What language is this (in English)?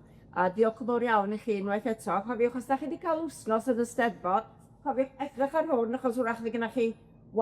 Welsh